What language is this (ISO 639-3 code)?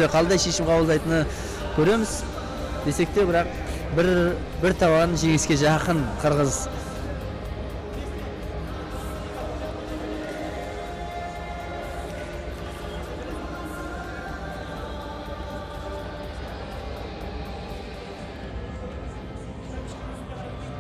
kaz